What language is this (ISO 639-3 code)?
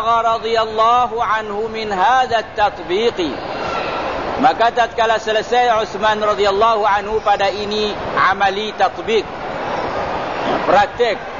msa